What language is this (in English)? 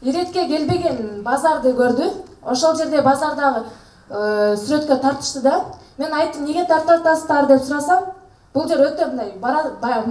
Kyrgyz